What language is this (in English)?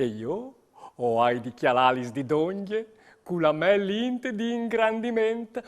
Friulian